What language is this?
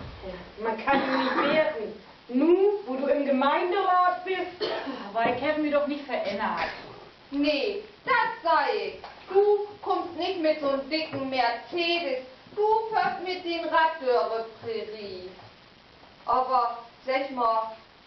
Low German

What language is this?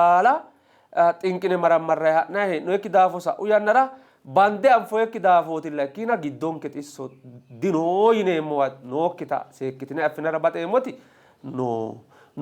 Sidamo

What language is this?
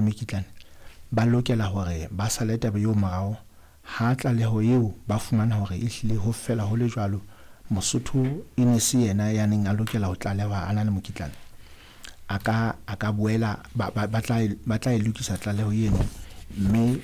Southern Sotho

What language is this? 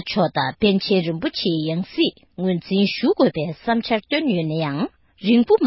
Tibetan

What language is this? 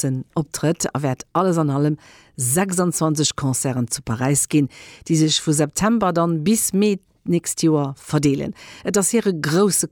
Luxembourgish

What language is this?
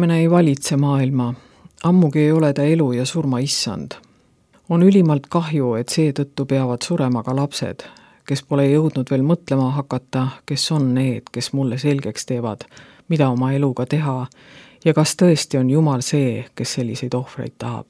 Estonian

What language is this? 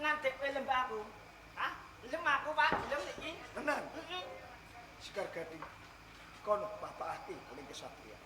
Javanese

